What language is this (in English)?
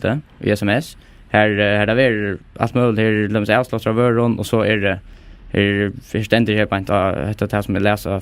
Faroese